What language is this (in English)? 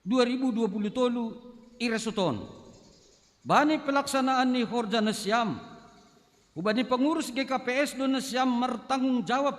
Batak Simalungun